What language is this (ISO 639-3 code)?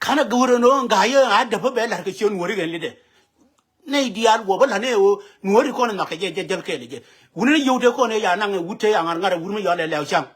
nus